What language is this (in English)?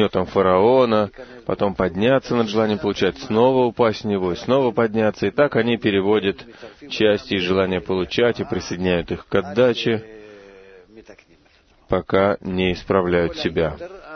Russian